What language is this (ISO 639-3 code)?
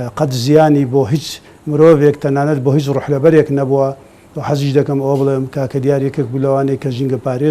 ckb